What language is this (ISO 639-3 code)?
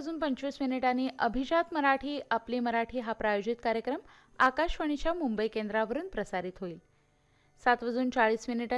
mar